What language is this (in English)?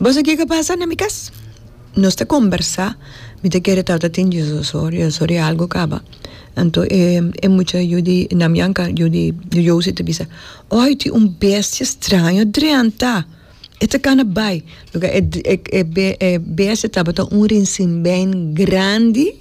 Papiamento